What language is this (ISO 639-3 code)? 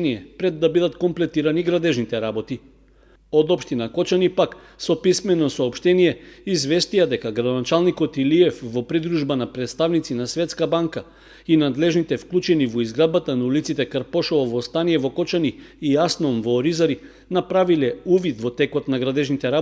mkd